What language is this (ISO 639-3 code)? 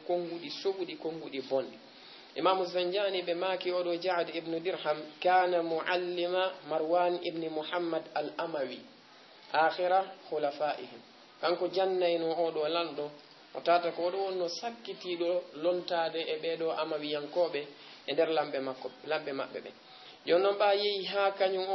ful